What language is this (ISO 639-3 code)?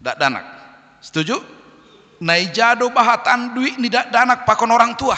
bts